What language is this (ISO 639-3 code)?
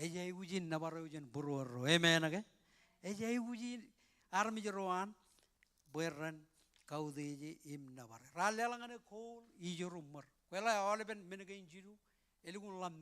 mah